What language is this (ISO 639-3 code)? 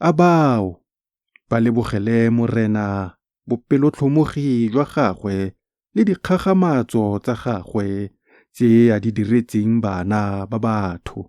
tsn